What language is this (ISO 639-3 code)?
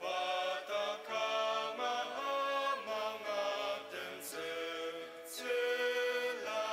njo